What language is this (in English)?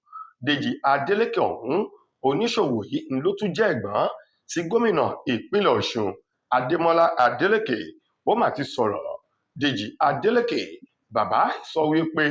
Yoruba